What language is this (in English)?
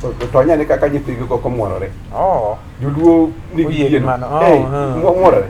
Luo (Kenya and Tanzania)